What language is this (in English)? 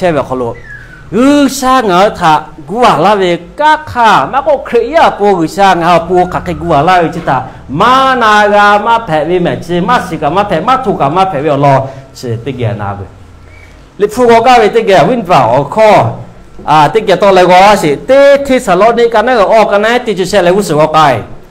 Lahu